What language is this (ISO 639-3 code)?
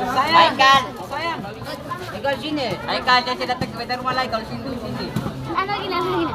abs